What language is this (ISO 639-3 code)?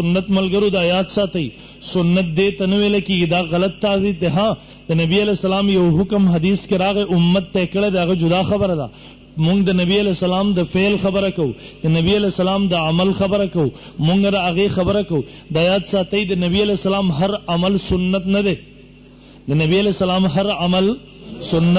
pus